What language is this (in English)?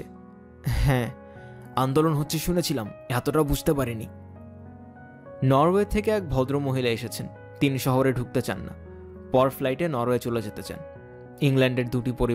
Bangla